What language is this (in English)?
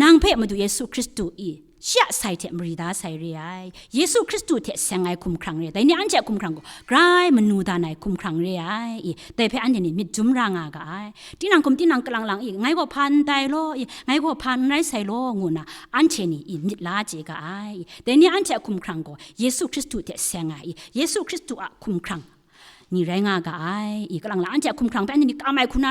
Kachin